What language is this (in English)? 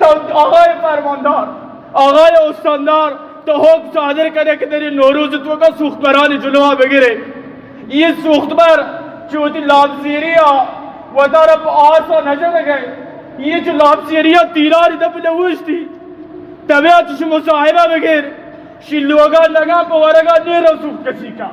Baluchi